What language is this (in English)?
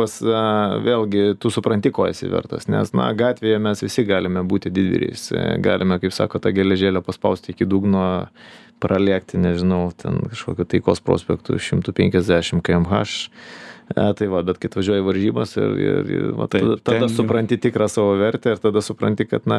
Lithuanian